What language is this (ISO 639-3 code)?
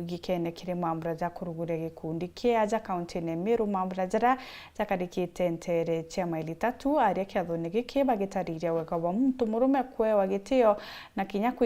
mer